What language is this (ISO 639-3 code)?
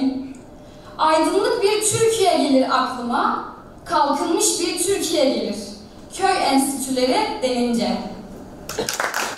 tur